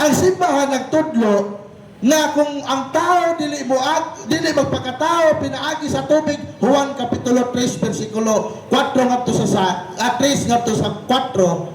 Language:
Cebuano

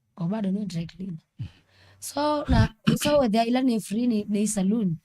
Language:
Kamba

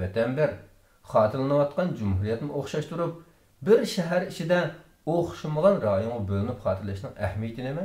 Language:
Uyghur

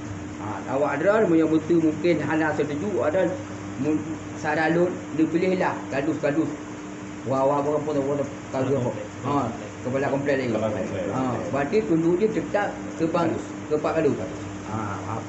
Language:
Achinese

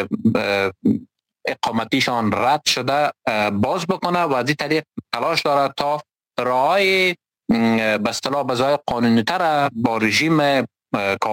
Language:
Persian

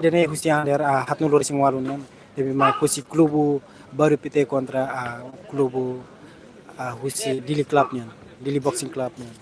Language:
Tetum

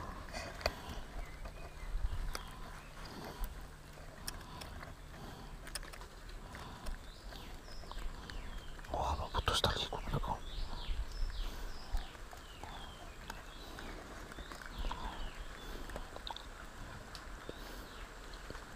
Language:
Malay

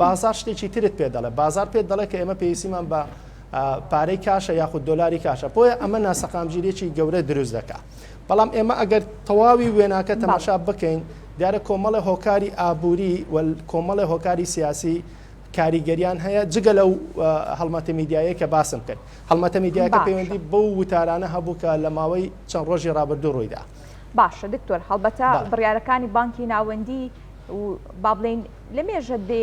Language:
Central Kurdish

